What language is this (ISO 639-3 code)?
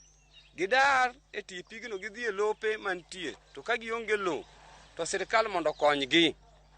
luo